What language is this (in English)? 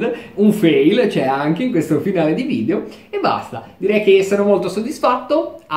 Italian